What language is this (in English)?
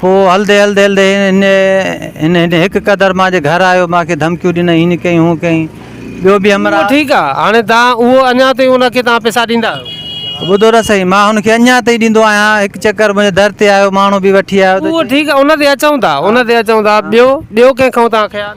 Sindhi